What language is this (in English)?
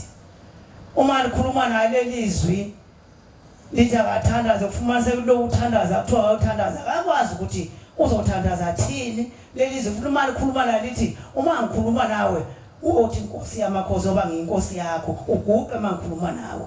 Zulu